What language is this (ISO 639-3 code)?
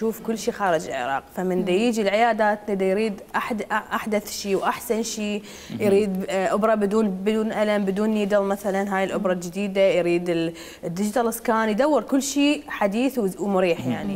acm